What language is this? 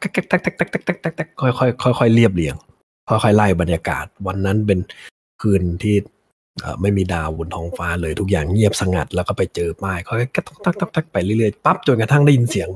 Thai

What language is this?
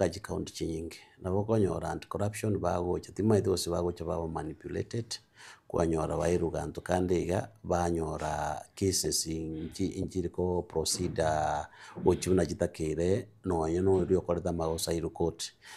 Gusii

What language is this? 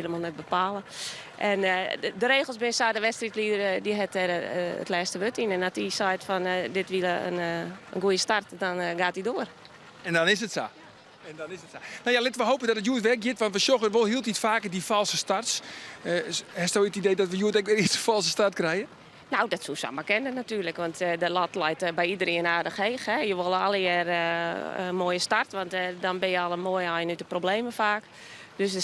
Western Frisian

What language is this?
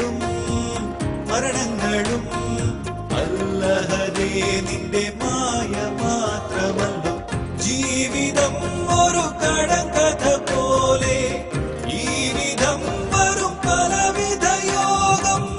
Malayalam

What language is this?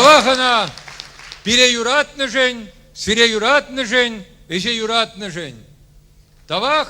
Chuvash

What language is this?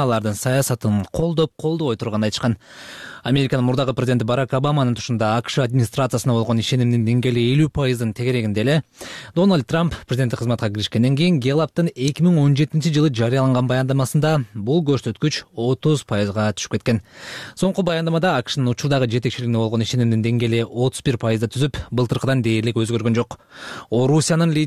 Kyrgyz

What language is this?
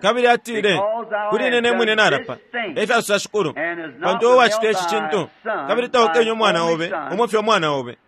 Bemba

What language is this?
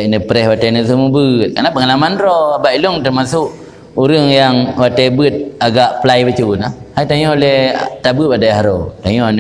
Achinese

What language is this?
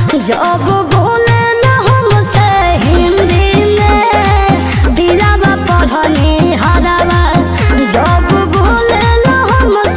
Bhojpuri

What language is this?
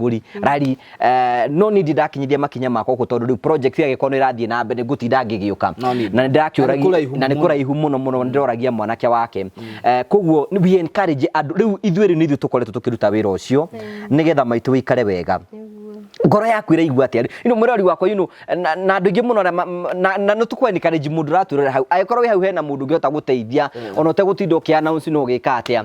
Kikuyu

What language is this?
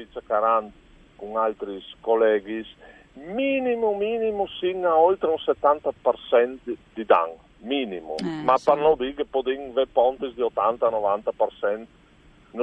Friulian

